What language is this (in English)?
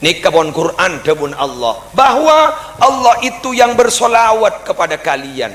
Madurese